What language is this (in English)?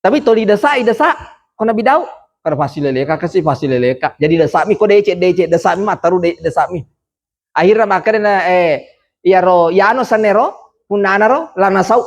Buginese